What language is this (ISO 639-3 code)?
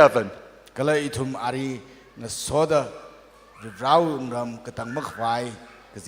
nmf